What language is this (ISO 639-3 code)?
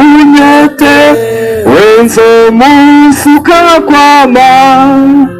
run